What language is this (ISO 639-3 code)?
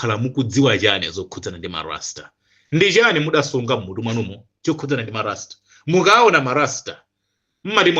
nya